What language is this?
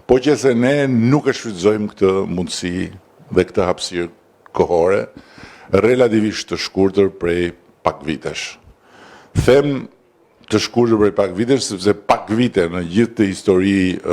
Albanian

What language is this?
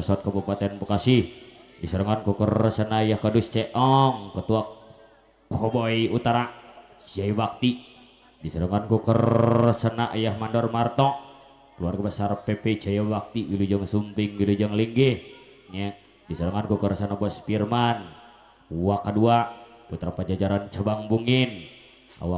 Sundanese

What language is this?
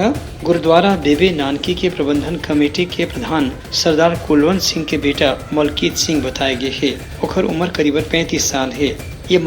Chhattisgarhi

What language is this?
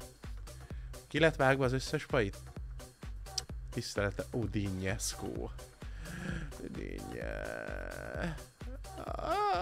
Hungarian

